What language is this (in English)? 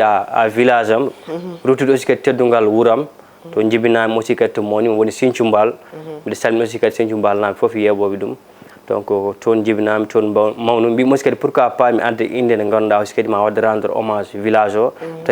Fula